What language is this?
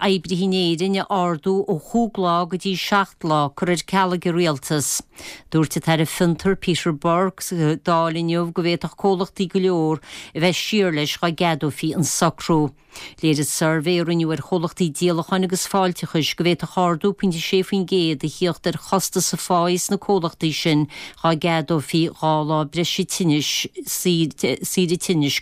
Irish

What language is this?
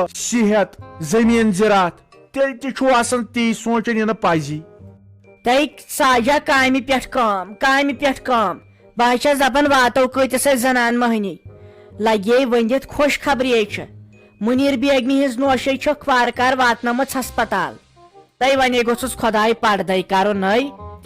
Kashmiri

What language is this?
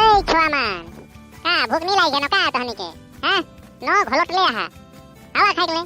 Sadri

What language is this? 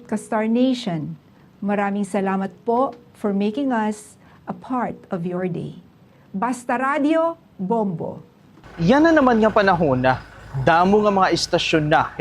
Waray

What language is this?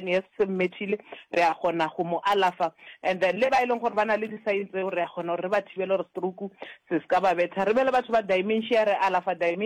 Northern Sotho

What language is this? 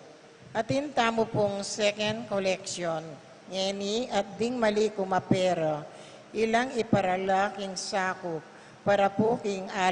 Pampanga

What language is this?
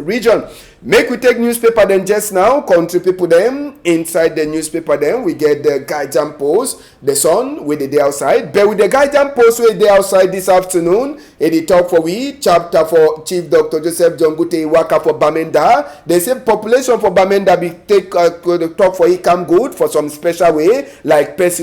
Cameroon Pidgin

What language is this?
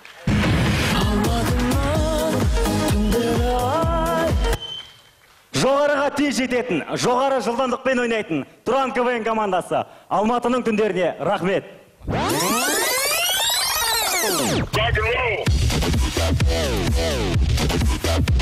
Kazakh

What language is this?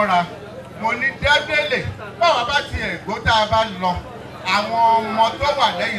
Yoruba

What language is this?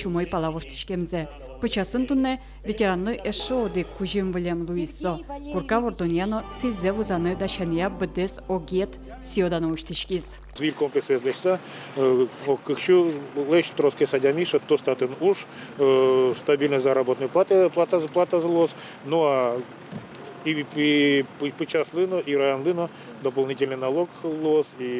Udmurt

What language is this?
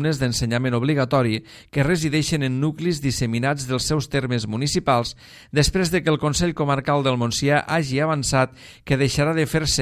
Catalan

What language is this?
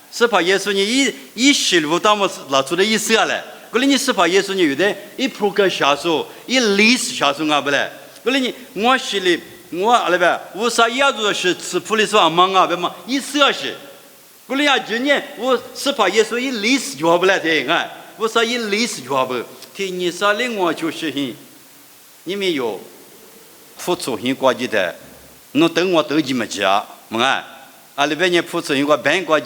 Lisu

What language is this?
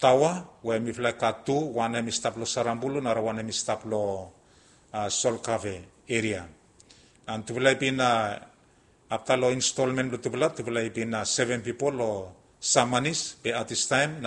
Bislama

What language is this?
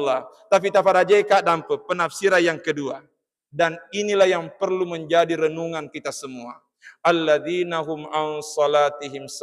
Buginese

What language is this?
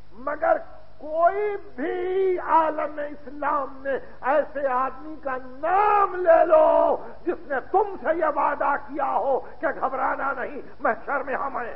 Urdu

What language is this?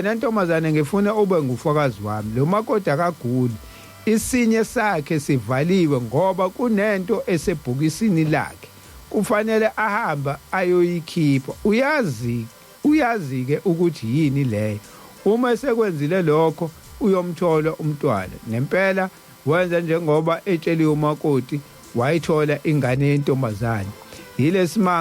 Zulu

